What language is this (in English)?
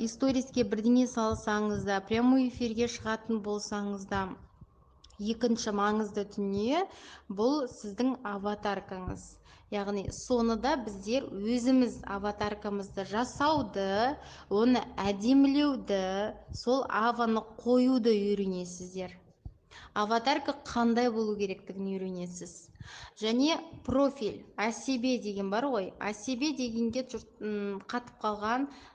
Kazakh